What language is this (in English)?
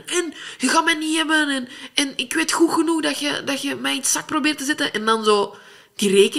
Dutch